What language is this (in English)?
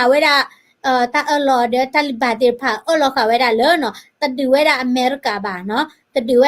S'gaw Karen